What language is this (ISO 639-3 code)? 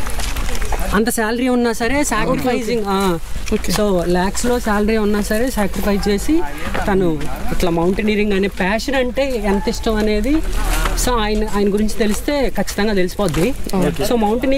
tel